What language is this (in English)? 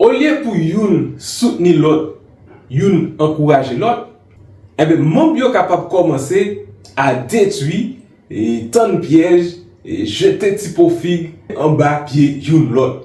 Haitian Creole